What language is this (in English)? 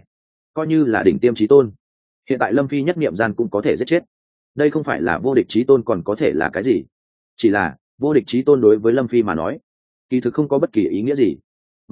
Vietnamese